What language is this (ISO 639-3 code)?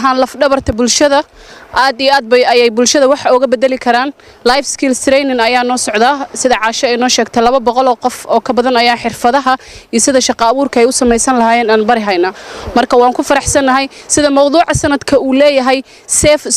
som